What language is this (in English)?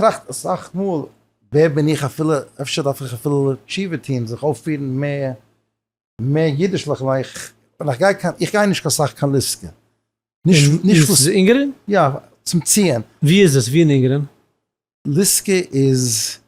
Yiddish